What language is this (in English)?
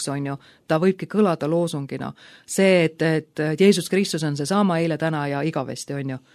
Estonian